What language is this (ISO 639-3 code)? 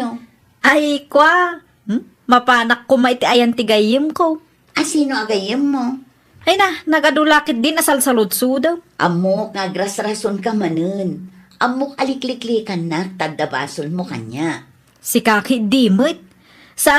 ilo